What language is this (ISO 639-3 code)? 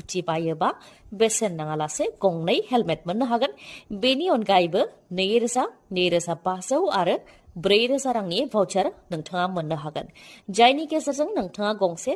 brx